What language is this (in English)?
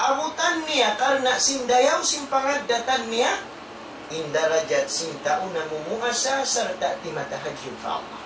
Tausug